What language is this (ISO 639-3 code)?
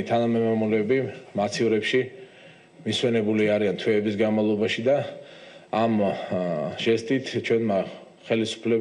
kat